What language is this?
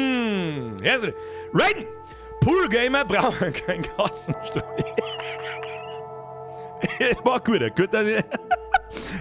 Bavarian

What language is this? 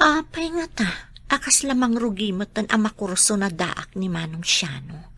Iloko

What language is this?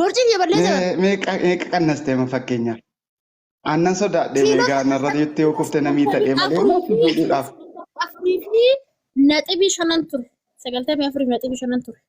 Oromo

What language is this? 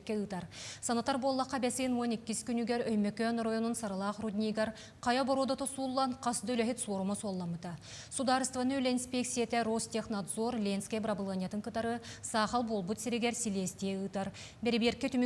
Yakut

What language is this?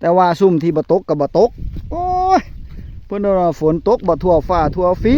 Northeastern Thai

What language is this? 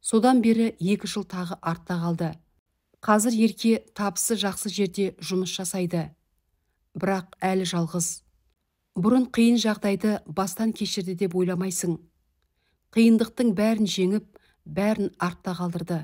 Kazakh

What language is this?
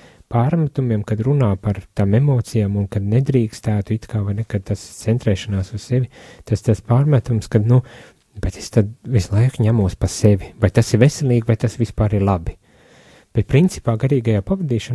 Latvian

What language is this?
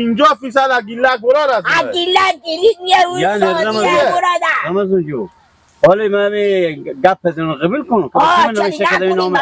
Hazaragi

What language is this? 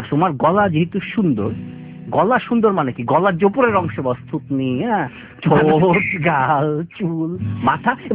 Bangla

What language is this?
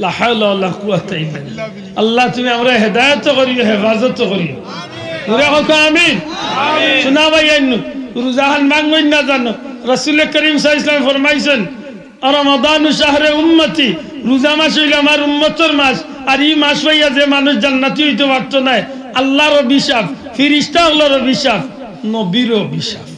Sylheti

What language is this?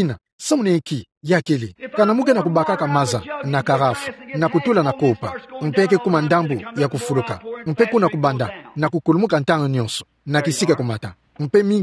Kituba (Democratic Republic of Congo)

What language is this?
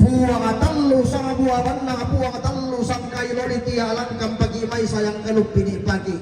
Toraja-Sa'dan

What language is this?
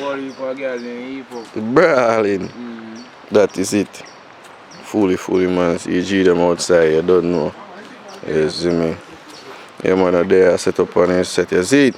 Jamaican Creole English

